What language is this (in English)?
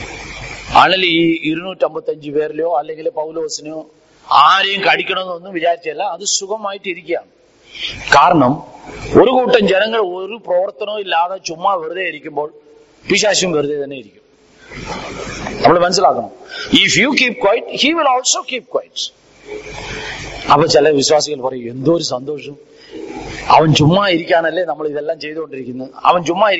Malayalam